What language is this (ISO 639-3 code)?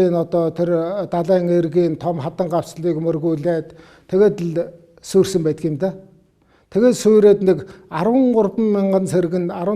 mon